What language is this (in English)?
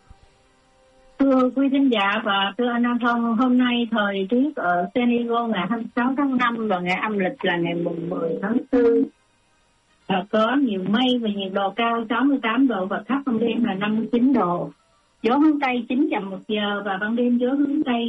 Vietnamese